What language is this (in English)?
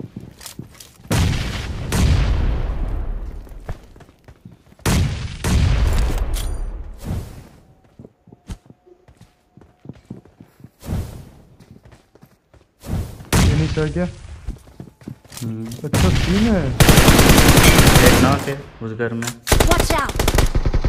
Hindi